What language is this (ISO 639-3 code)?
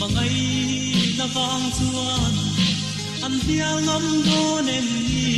lus